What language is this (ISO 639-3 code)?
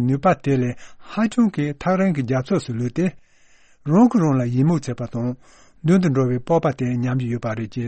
bod